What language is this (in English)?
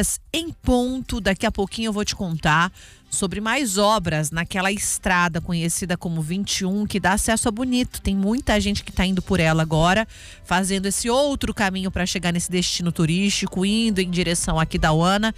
Portuguese